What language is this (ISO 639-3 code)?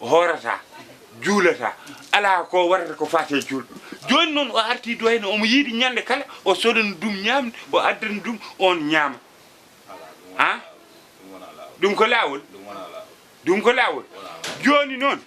ful